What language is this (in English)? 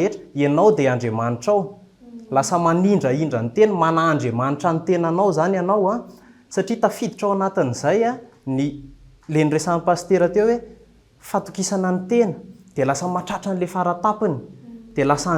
Malagasy